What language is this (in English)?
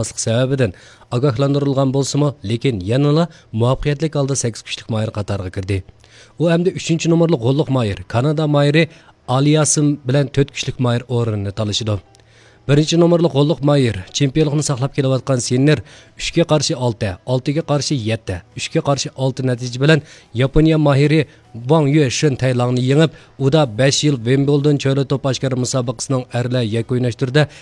Uyghur